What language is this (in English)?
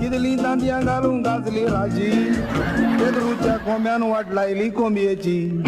Konkani